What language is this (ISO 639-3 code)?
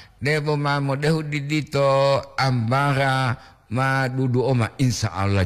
gor